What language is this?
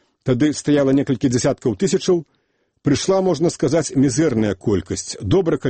Belarusian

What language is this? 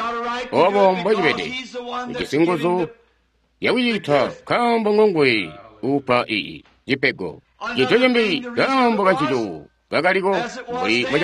Tonga (Zambia)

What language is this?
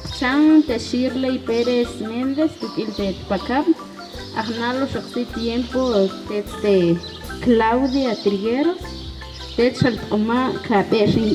Tektiteko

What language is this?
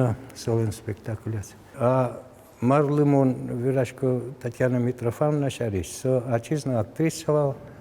Udmurt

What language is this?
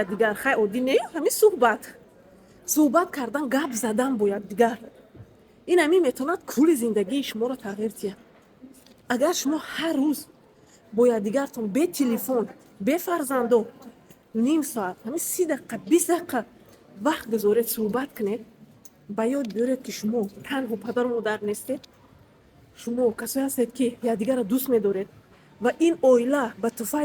Tajik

